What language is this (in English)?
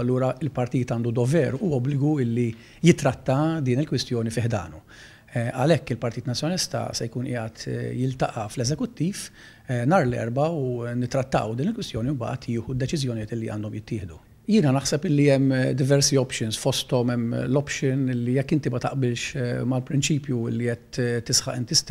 Maltese